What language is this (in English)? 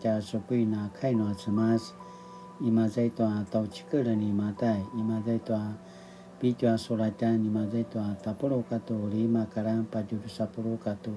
Paiwan